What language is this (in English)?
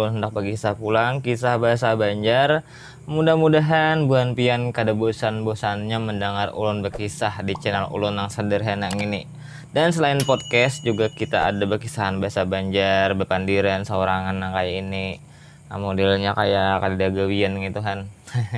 Banjar